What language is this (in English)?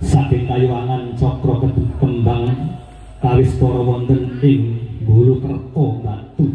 Javanese